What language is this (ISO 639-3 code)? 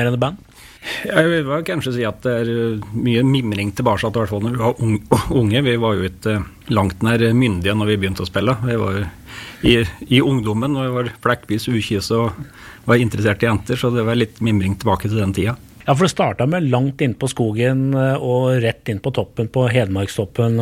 nor